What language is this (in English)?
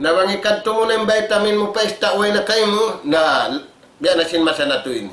Tausug